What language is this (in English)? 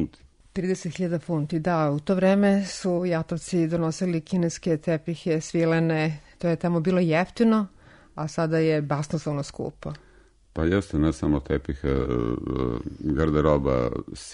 Serbian